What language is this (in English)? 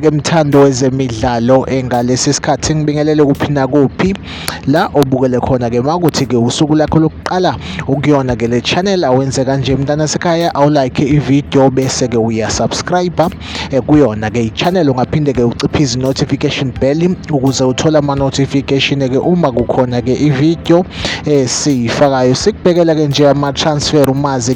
Zulu